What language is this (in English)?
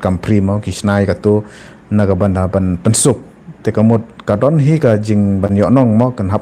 Khasi